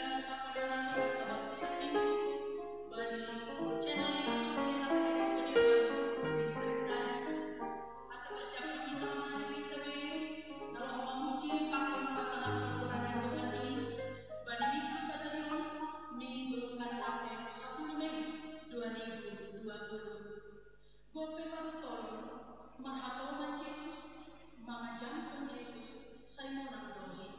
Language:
Batak Simalungun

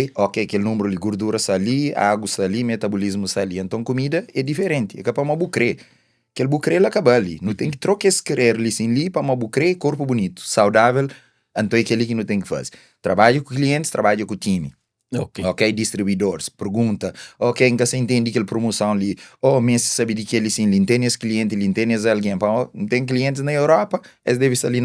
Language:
Kabuverdianu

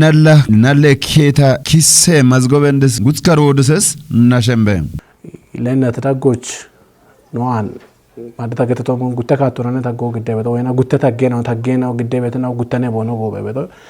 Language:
Kafa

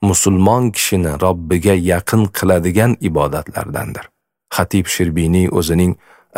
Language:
Uzbek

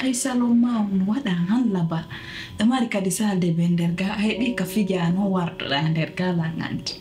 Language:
Pular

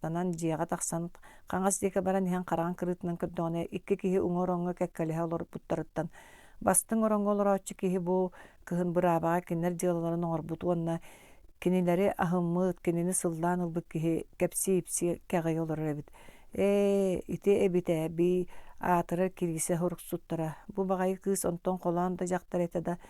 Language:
Yakut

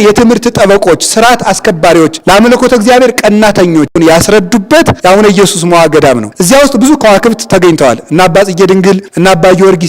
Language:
Amharic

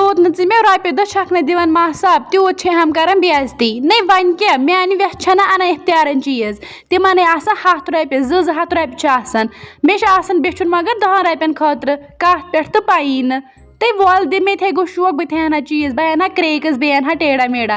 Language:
Kashmiri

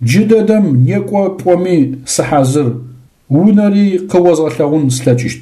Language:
Adyghe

